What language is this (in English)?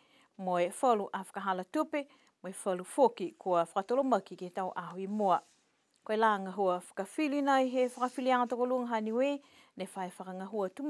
Niuean